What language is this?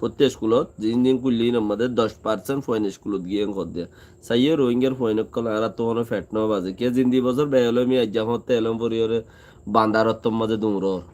Rohingya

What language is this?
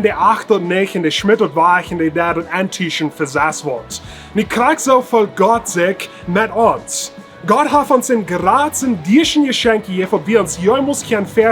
Plautdietsch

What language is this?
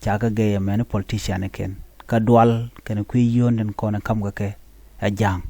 Nuer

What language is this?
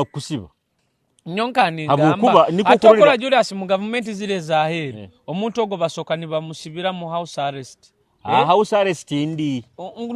Nyoro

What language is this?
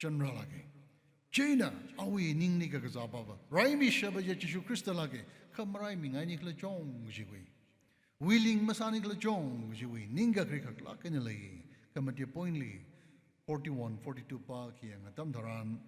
Tangkhul Naga (India)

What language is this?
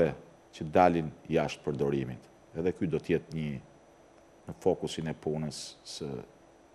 Albanian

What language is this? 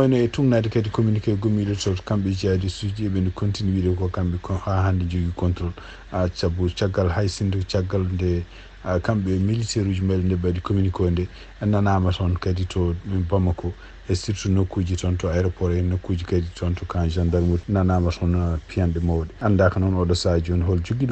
Fula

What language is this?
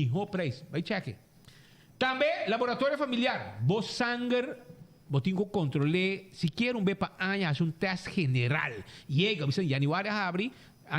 Papiamento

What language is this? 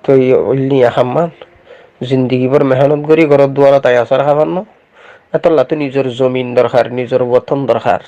Rohingya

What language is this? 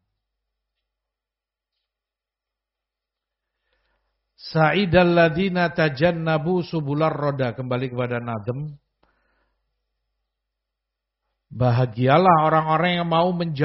Indonesian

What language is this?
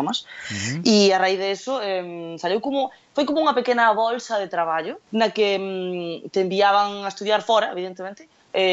Galician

